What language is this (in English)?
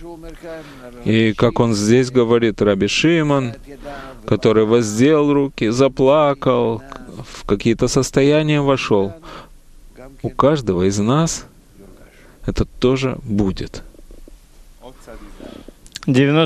Russian